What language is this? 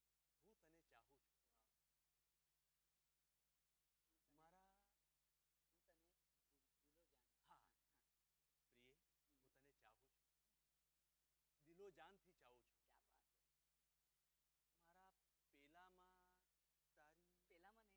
Gujarati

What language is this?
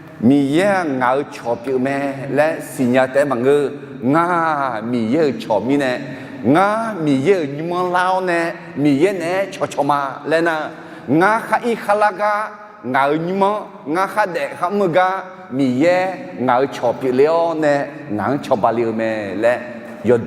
Akha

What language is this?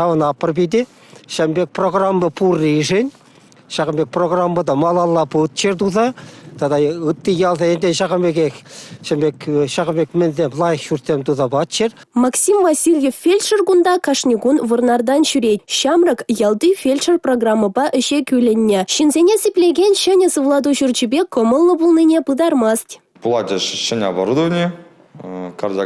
Chuvash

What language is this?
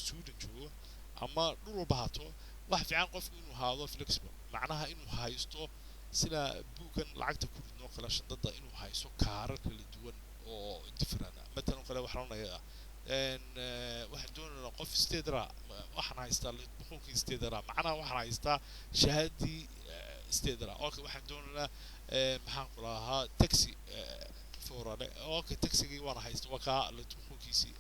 Somali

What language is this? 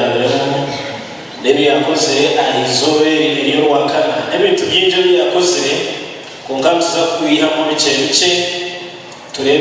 Nyankole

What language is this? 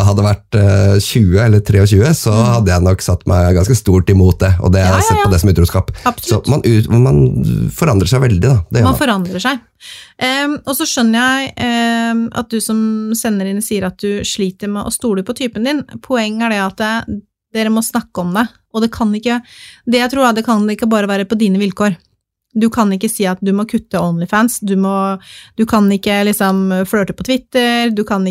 Norwegian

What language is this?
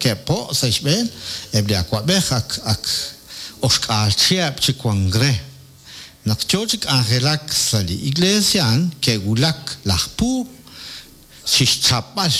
Kekchí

